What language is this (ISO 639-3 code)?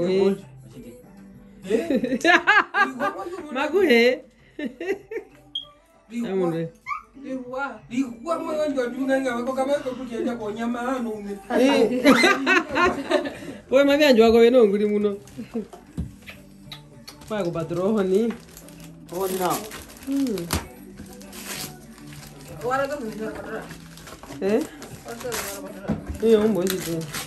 swa